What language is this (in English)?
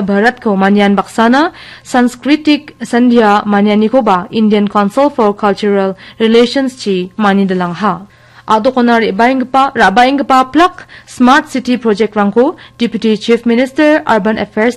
Garo